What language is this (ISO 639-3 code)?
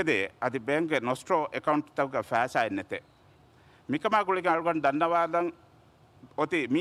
div